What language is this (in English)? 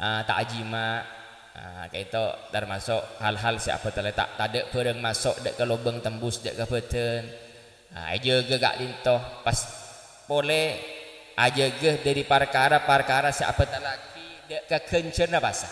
Madurese